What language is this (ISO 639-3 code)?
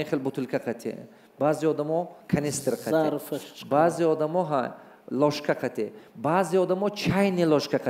tgk